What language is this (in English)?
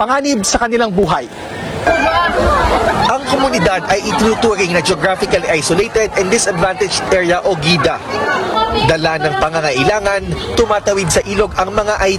Filipino